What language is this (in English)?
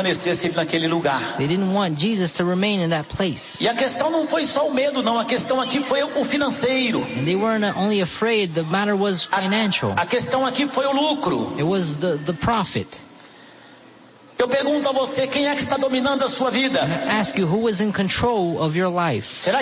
Portuguese